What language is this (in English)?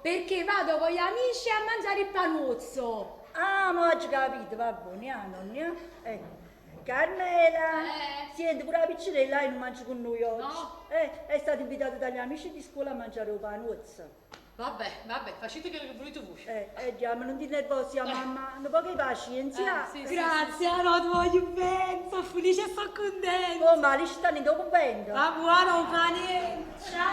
Neapolitan